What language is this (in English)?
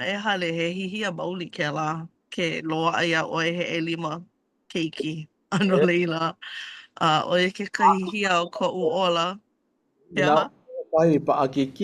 Hawaiian